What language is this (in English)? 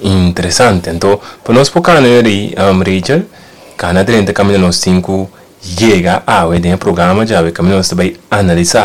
Papiamento